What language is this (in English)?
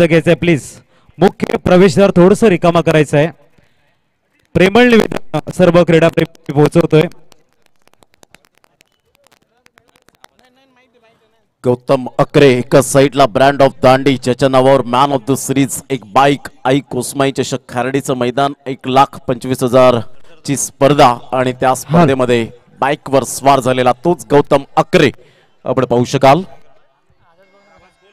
Marathi